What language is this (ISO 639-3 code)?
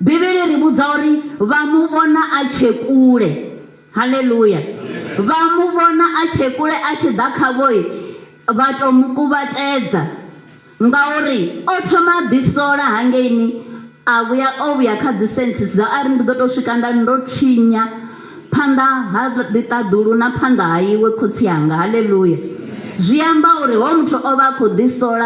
ven